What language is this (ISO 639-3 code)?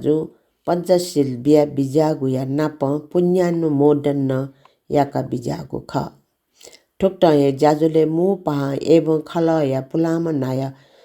new